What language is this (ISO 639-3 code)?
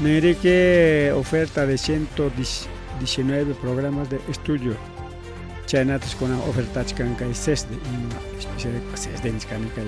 quy